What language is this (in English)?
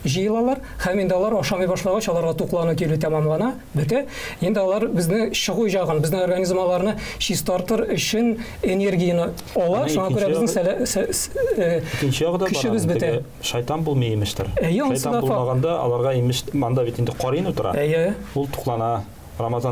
Tatar